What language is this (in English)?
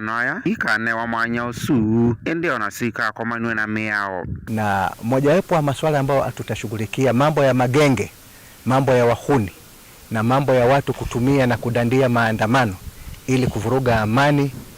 Kamba